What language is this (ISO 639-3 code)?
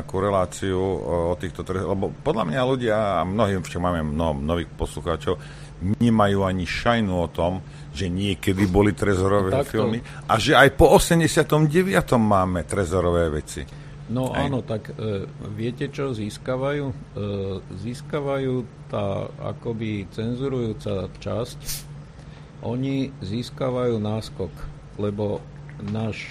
slk